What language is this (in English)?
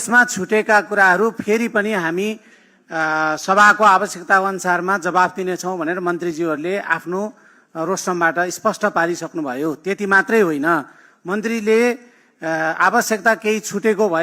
Nepali